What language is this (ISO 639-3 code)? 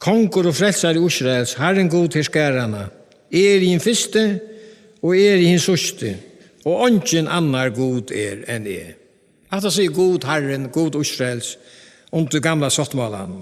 fao